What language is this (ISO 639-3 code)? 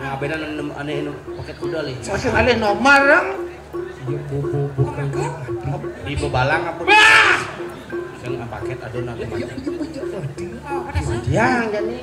ban